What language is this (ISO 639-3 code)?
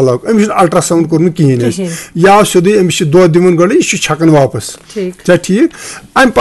kas